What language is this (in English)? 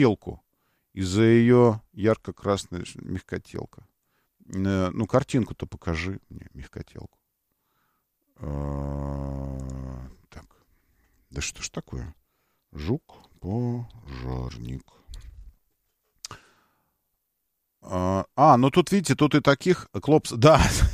Russian